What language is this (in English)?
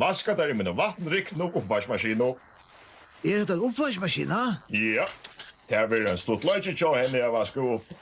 Faroese